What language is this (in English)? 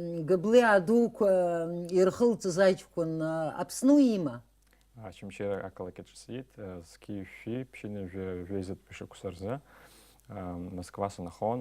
Abkhazian